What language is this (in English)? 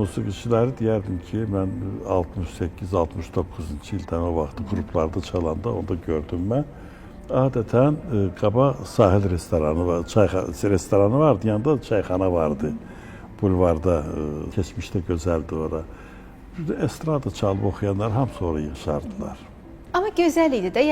Azerbaijani